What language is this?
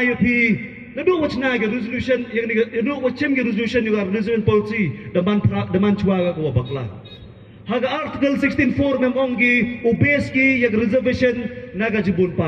Pnar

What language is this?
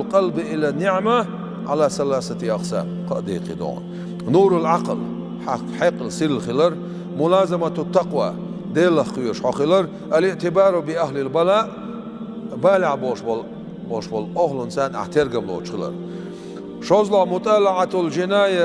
Chechen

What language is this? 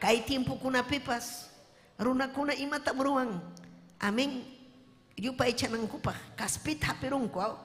Ayacucho Quechua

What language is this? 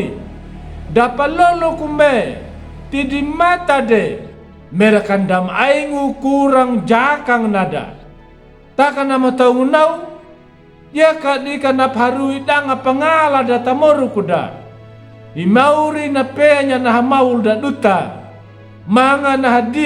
Anakalangu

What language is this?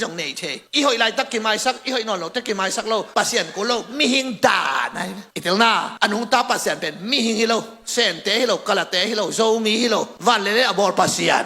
Tedim Chin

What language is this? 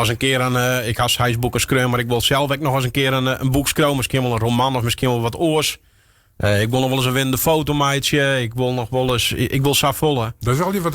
Western Frisian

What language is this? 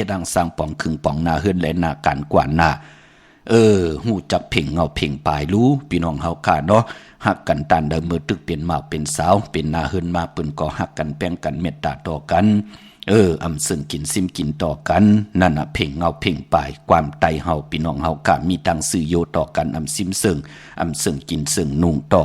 Shan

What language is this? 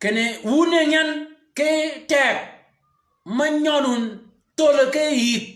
Shilluk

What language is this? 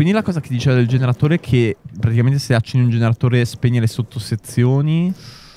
Italian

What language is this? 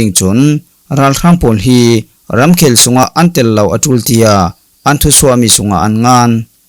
Falam Chin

